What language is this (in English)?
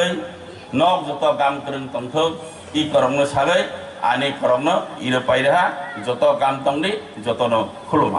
Kok Borok